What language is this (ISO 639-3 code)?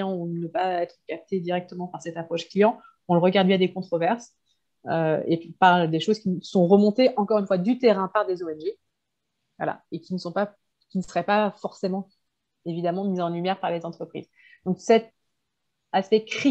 fra